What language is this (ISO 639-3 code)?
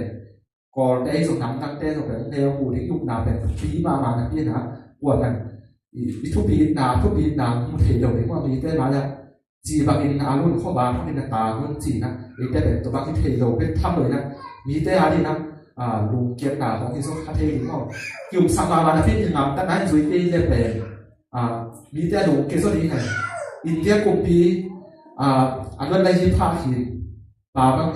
ctd